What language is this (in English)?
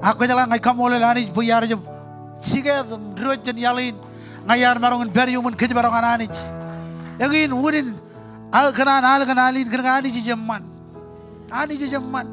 Marshallese